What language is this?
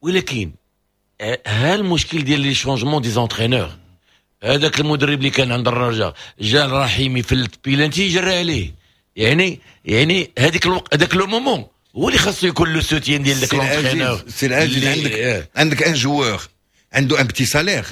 Moroccan Arabic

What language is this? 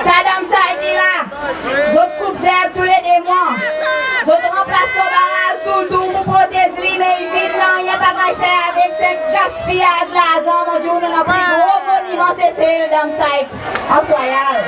Seselwa Creole French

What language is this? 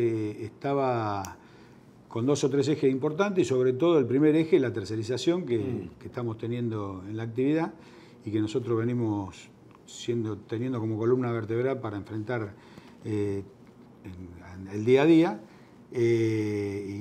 Spanish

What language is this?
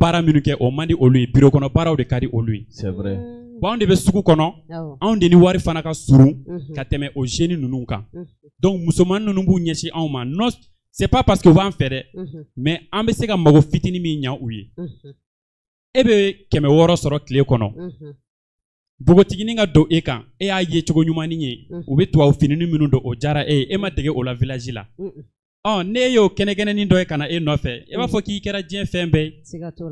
Bambara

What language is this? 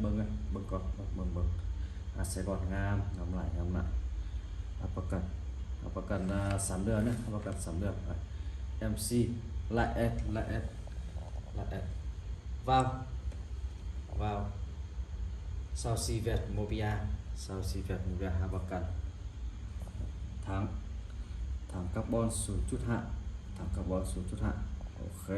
Lao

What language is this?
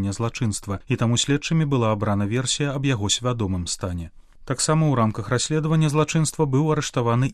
Belarusian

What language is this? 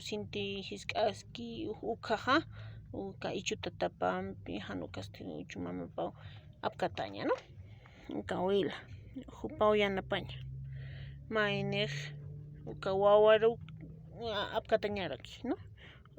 Aymara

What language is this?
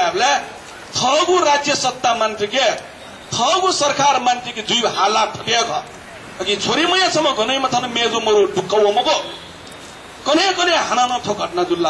Newari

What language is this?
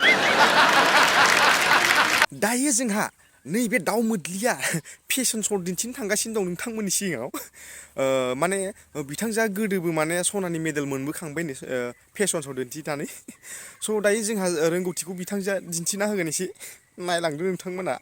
Bodo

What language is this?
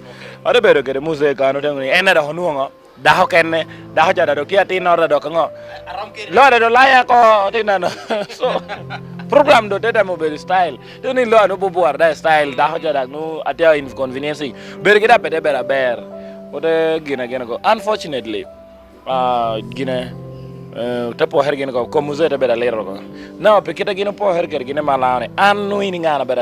Lango (Uganda)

